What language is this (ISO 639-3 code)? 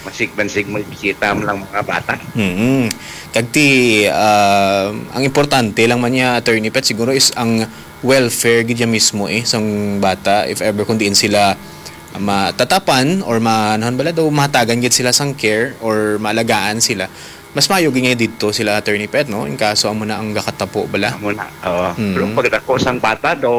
hil